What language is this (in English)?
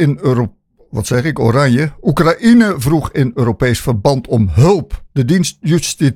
Dutch